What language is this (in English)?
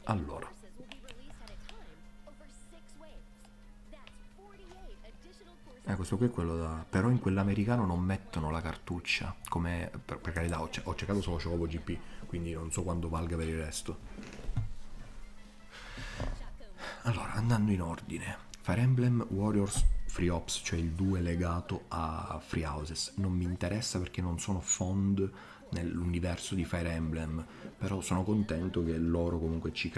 Italian